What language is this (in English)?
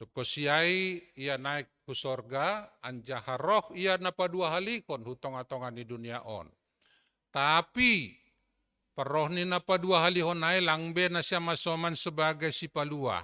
Batak Simalungun